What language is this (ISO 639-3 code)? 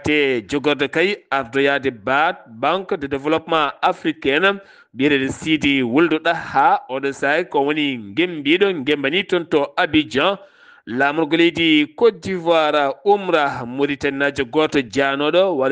ful